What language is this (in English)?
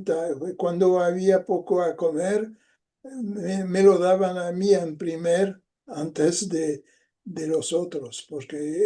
Ladino